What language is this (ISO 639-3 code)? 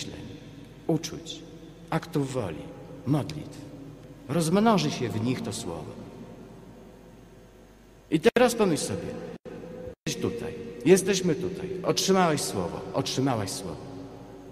pol